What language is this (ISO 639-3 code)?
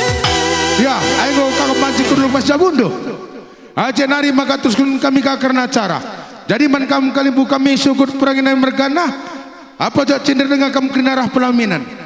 btx